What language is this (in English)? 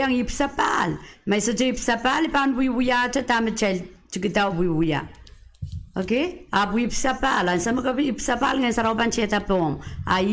Pohnpeian